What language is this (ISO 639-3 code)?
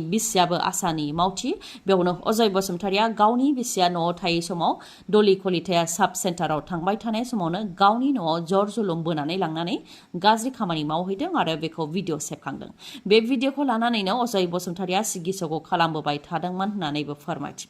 brx